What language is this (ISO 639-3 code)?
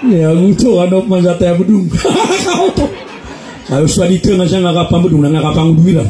mrw